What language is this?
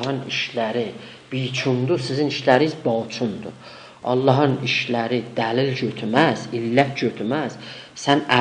South Azerbaijani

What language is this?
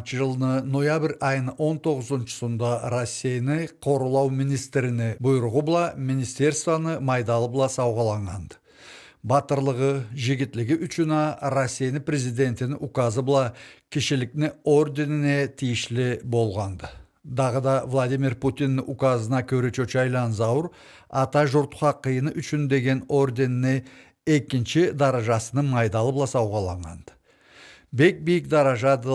Karachay-Balkar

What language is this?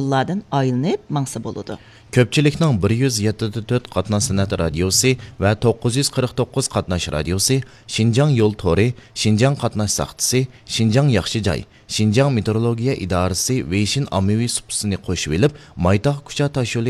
Uyghur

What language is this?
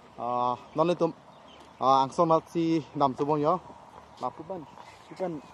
Karbi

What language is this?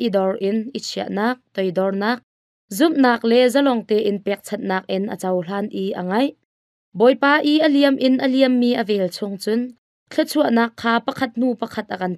Hakha Chin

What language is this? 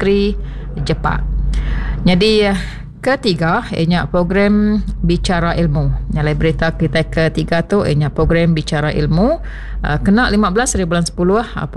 Iban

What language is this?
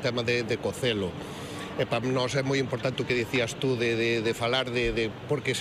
Galician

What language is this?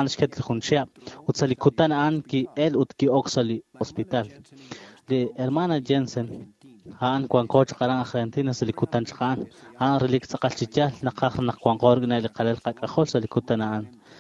Kekchí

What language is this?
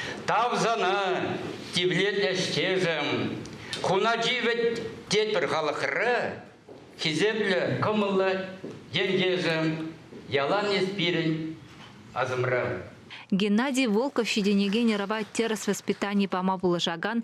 Chuvash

